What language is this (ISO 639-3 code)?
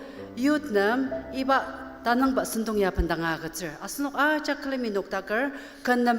njo